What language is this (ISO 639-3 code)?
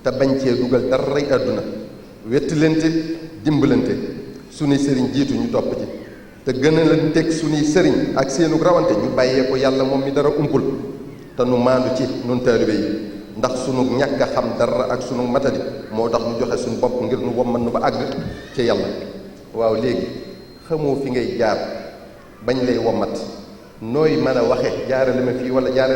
wol